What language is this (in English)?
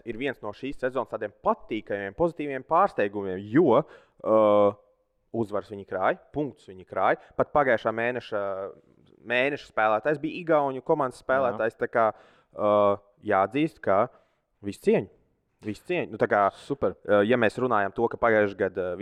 Latvian